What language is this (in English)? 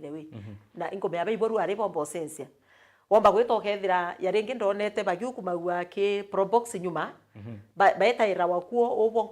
Meru